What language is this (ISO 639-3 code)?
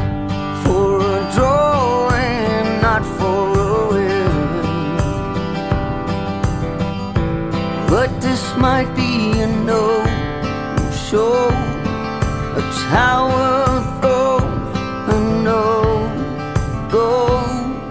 eng